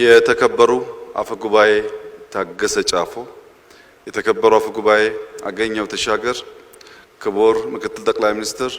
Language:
Amharic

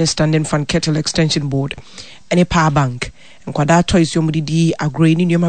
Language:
Akan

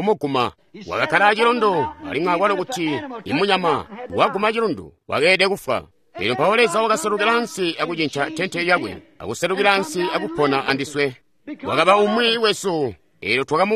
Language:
Tonga (Zambia)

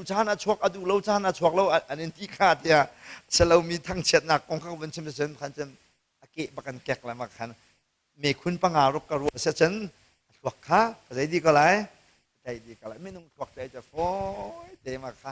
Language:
Hakha Chin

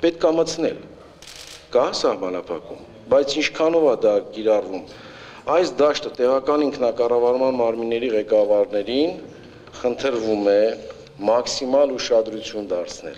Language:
Armenian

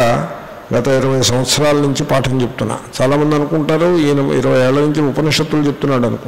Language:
Telugu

